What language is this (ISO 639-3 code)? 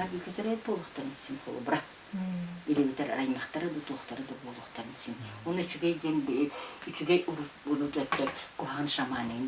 sah